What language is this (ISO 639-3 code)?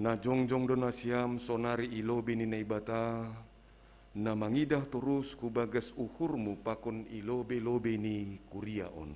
bts